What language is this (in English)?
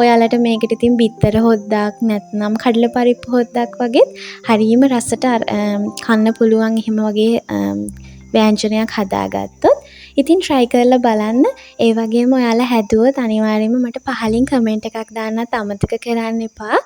Sinhala